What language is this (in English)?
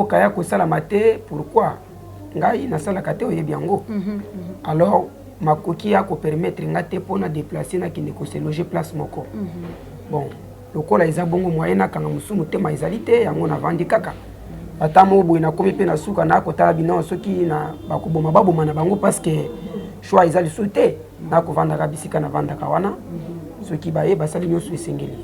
Lingala